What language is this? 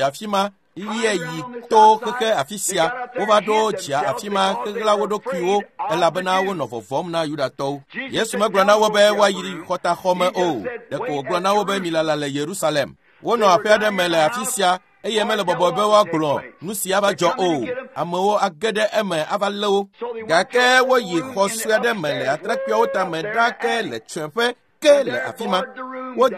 Ewe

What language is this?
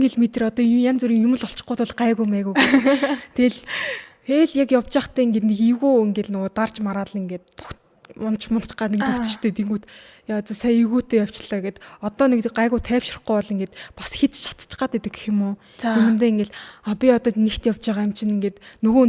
Mongolian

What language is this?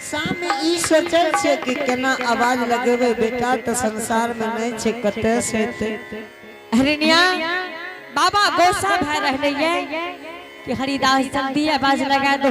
Angika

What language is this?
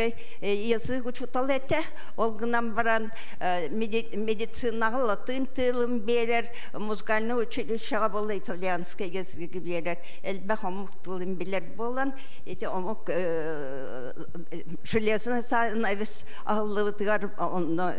Yakut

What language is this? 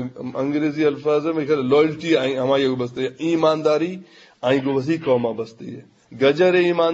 Eastern Balochi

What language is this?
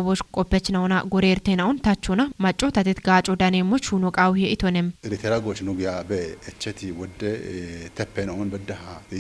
Kafa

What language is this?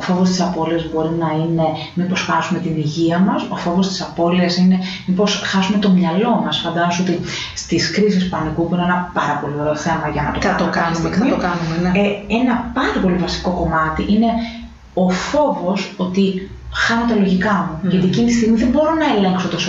Greek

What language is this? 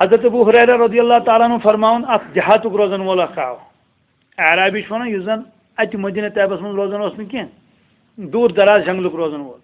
Kashmiri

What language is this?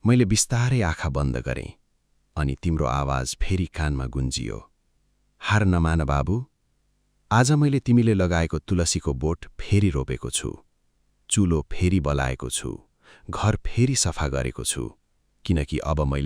Nepali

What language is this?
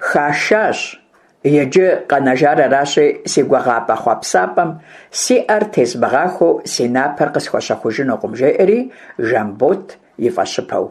Kabardian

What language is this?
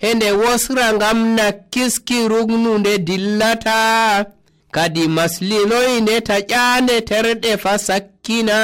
Nigerian Fulfulde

